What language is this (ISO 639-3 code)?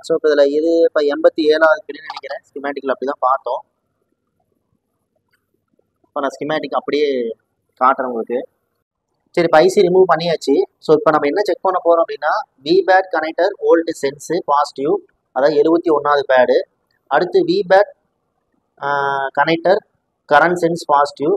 tam